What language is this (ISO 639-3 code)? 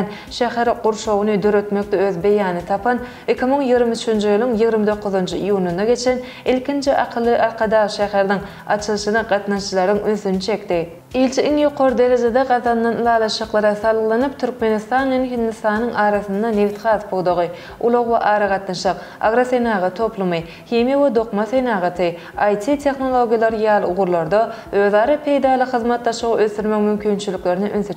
tuk